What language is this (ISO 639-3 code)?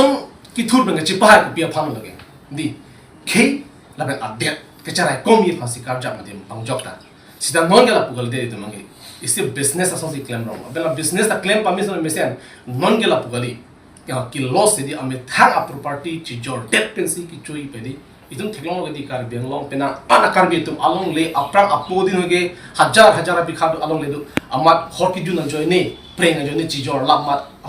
mjw